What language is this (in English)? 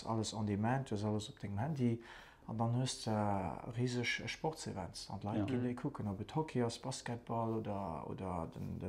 Luxembourgish